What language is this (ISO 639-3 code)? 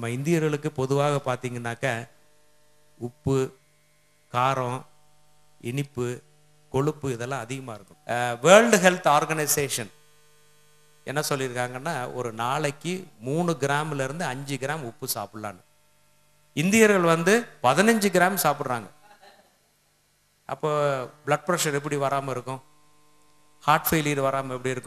tam